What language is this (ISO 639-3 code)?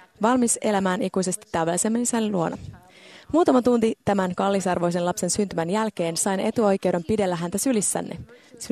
fin